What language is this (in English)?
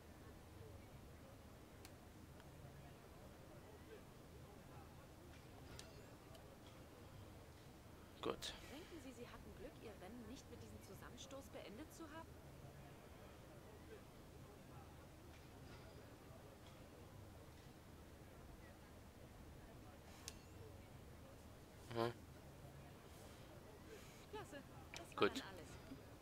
German